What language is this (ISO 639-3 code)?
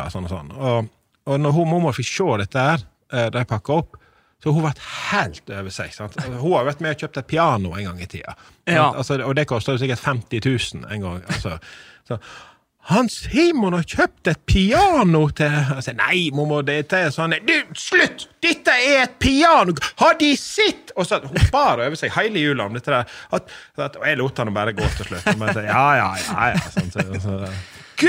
nor